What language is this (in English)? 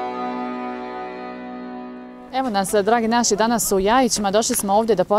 Bosnian